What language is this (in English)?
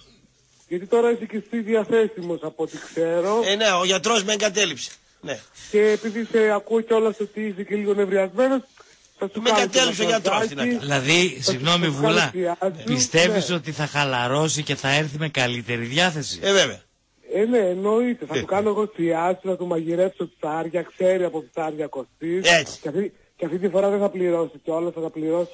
Greek